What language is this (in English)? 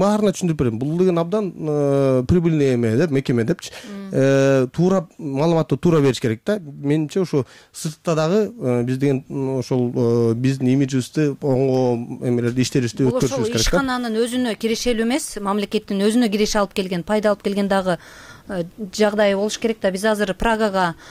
Kyrgyz